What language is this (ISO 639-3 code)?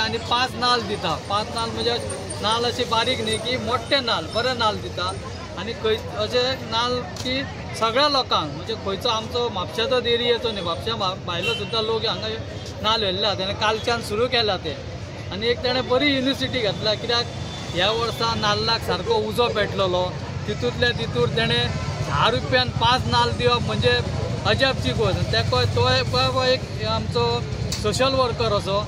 kok